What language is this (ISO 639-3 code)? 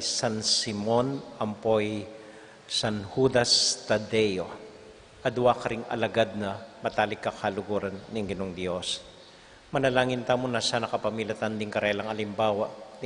pam